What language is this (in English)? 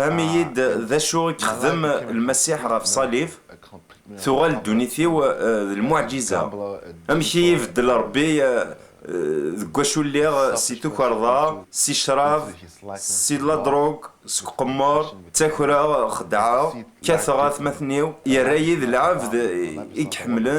Kabyle